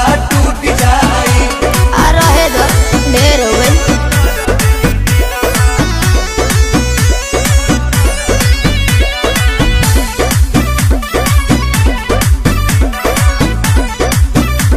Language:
Bhojpuri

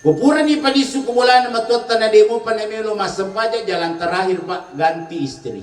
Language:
Buginese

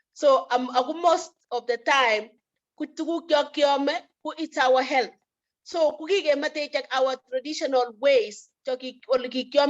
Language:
Kalenjin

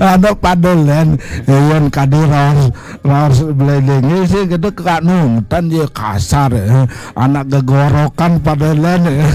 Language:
Balinese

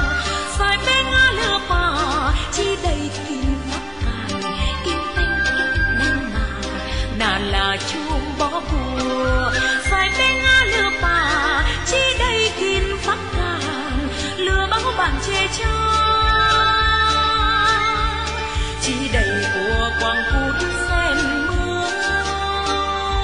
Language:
Vietnamese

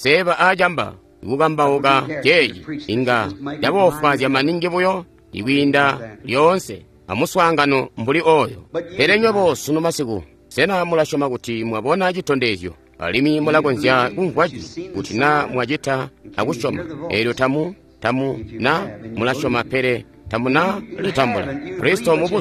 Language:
Tonga (Zambia)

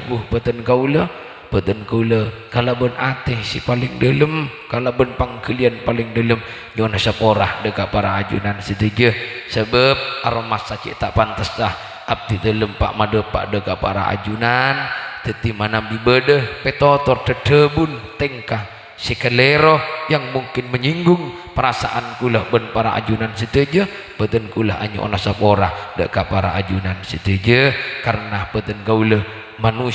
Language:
Madurese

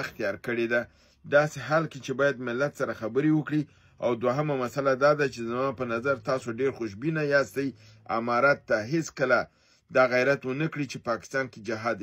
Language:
Pashto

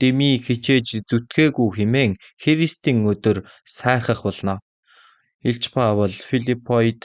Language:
Mongolian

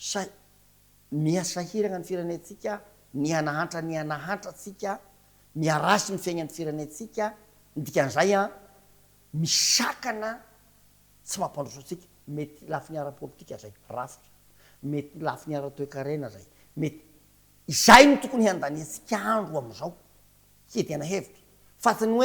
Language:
Malagasy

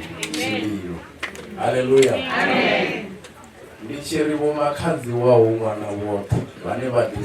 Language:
Venda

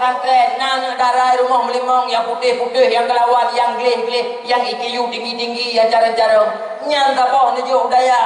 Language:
Achinese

